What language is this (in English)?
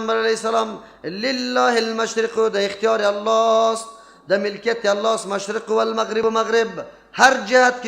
Persian